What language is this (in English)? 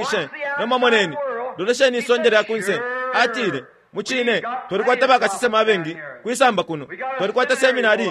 Bemba